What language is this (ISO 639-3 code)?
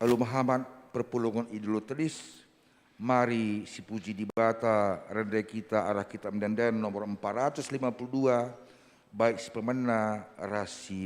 btx